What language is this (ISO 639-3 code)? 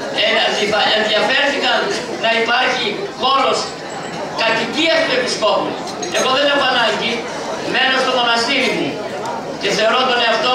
ell